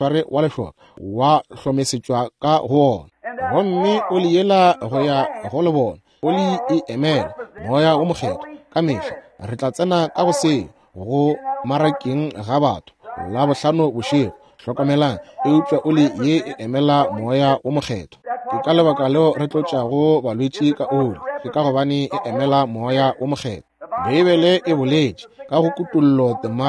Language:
Northern Sotho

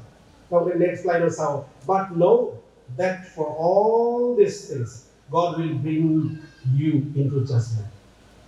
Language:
Kok Borok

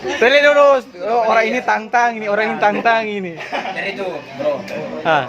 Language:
Manado Malay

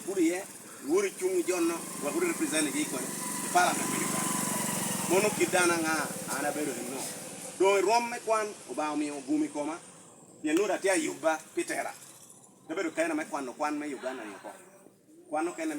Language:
Lango (Uganda)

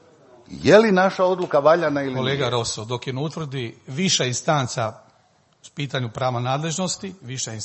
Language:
Croatian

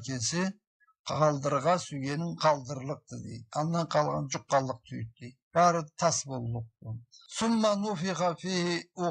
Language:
Karachay-Balkar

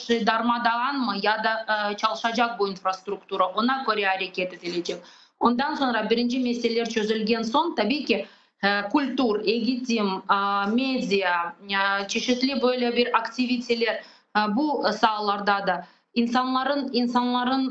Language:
Crimean Tatar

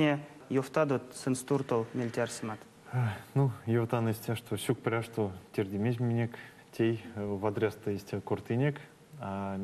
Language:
Erzya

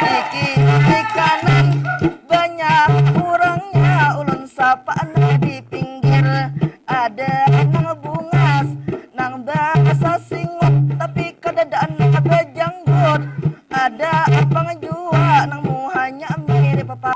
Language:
Banjar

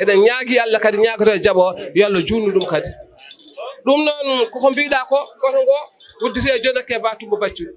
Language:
Fula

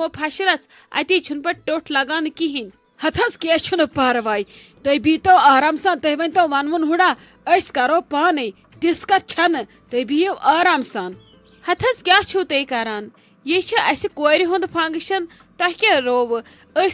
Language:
Kashmiri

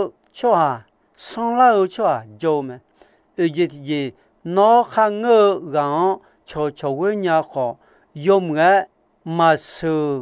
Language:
Akha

